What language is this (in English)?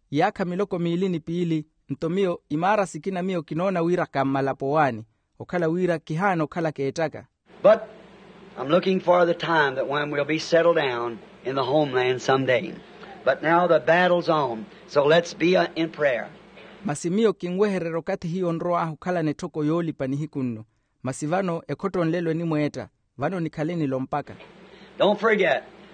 Makhuwa